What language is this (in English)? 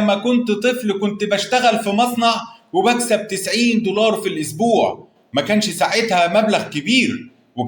Egyptian Arabic